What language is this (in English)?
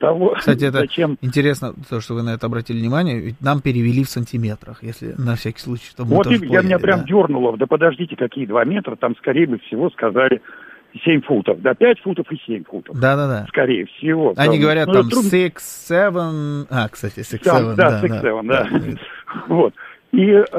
Russian